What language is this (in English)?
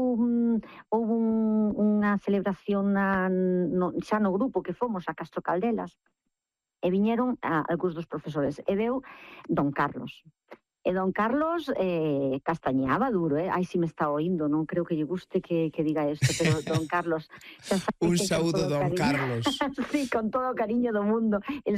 Galician